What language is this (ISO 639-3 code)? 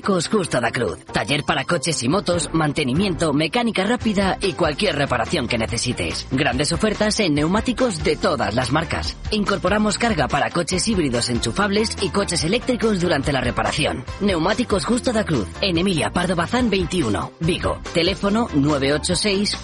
spa